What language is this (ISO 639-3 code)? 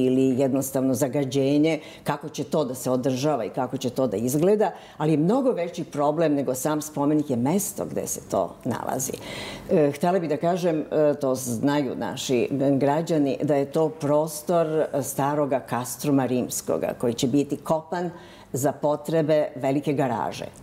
srp